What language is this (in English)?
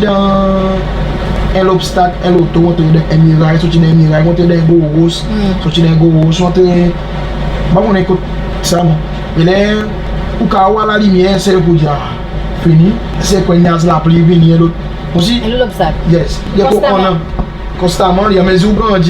Seselwa Creole French